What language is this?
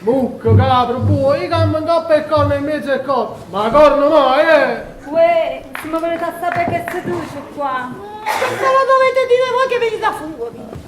Neapolitan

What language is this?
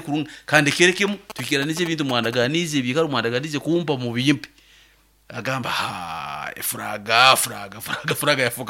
Nyankole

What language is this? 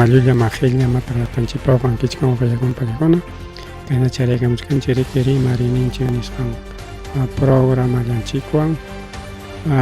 Ayacucho Quechua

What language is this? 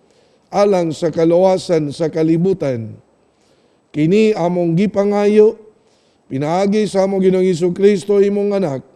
Cebuano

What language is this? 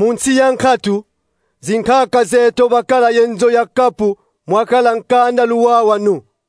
Kongo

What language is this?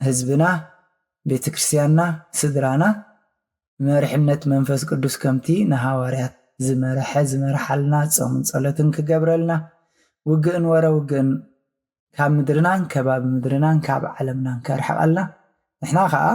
Tigrinya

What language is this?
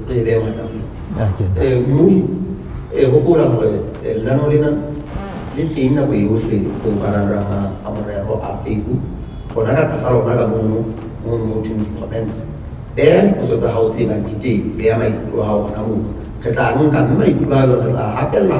Southern Sotho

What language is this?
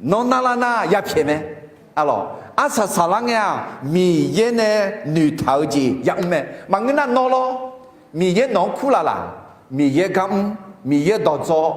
Akha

